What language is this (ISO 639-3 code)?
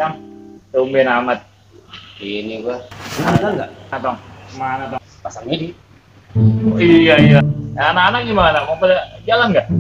bew